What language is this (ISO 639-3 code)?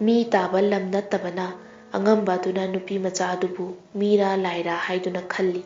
mni